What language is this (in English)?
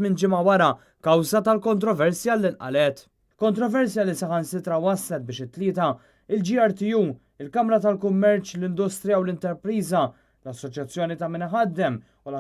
Maltese